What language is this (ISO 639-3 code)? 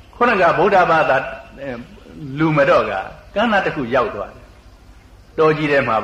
mya